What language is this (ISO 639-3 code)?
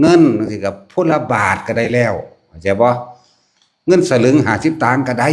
tts